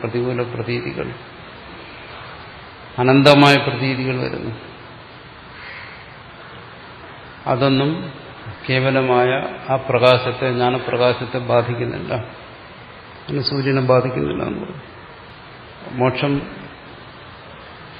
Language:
Malayalam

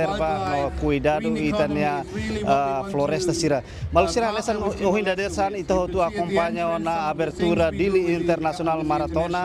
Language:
Tetum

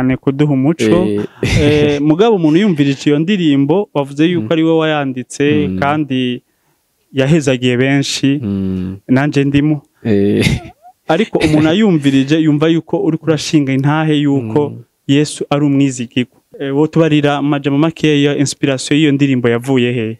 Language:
Rundi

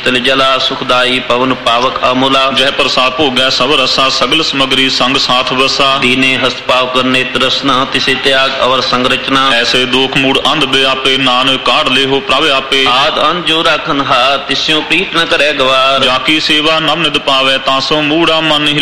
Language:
Punjabi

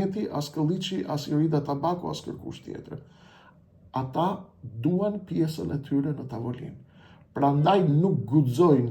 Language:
Albanian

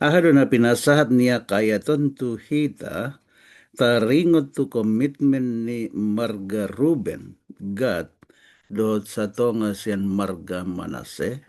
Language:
Batak Toba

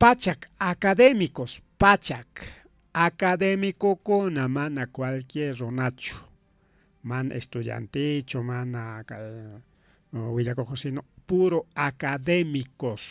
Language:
Ayacucho Quechua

